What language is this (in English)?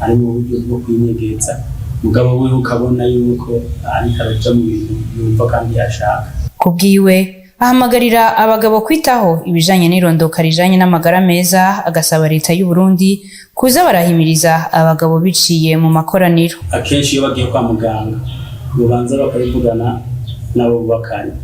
Rundi